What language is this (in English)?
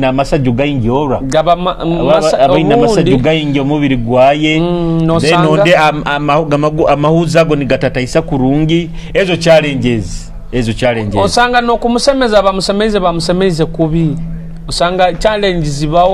Nyoro